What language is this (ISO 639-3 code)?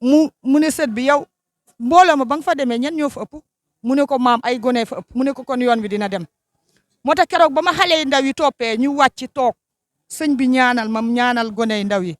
wol